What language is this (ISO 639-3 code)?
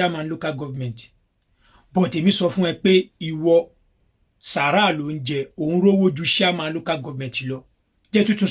yor